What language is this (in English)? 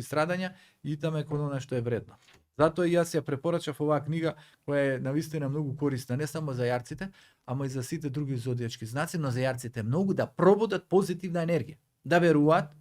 Macedonian